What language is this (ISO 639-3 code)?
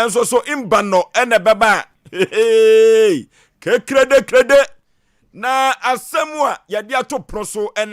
aka